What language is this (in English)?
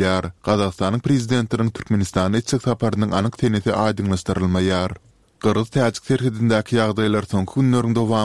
Turkmen